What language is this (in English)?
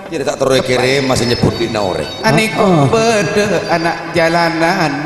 Madurese